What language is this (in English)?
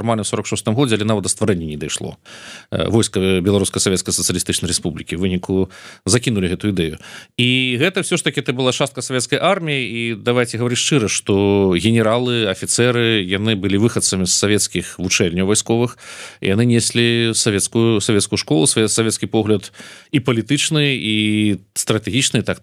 Belarusian